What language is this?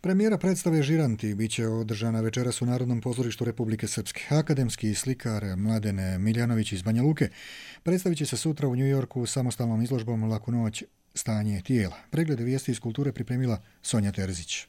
Croatian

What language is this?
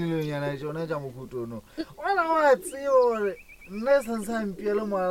Northern Sotho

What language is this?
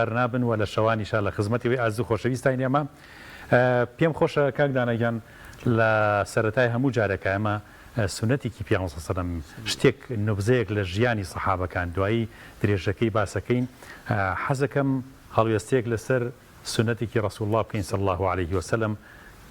Central Kurdish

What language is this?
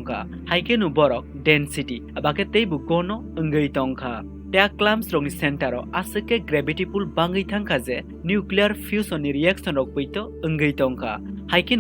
Kok Borok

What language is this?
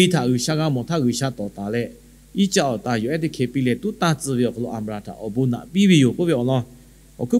Lahu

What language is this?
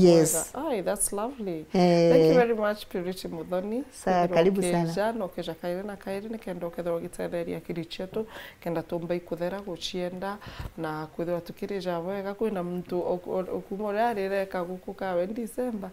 Meru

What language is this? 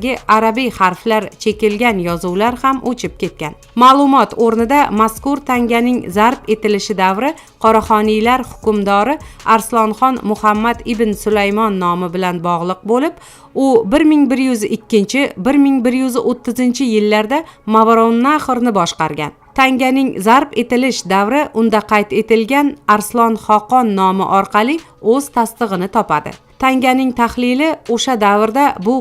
Uzbek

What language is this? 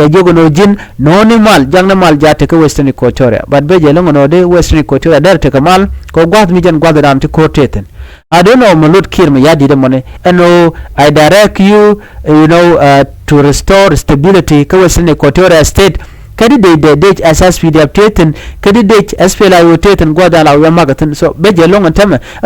Nuer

